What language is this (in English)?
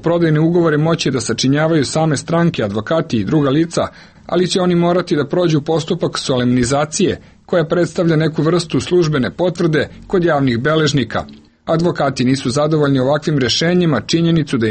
Serbian